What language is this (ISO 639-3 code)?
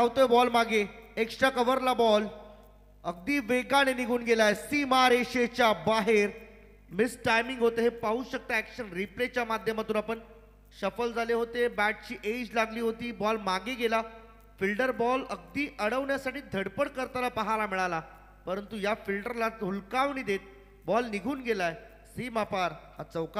mar